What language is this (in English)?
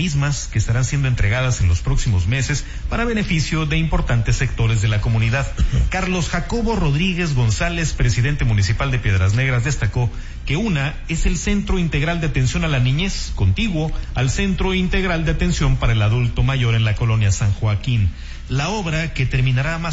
Spanish